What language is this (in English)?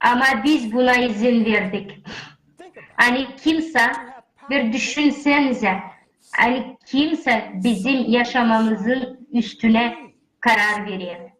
Gagauz